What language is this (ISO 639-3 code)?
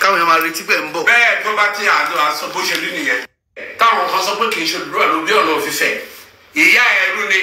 yor